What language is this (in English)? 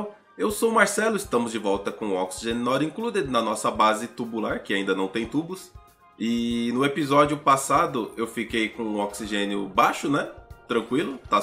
Portuguese